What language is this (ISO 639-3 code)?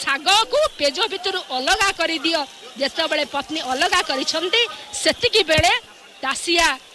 ori